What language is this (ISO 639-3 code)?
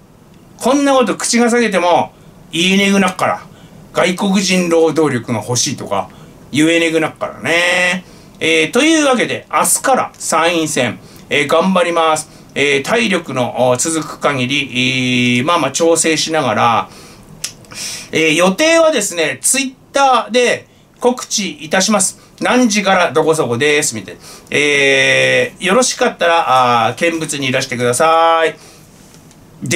jpn